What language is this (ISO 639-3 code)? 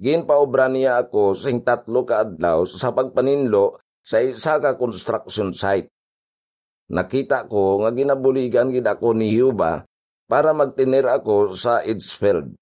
hil